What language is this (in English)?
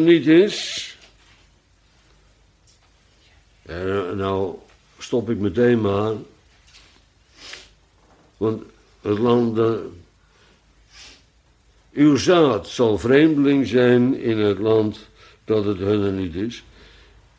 Dutch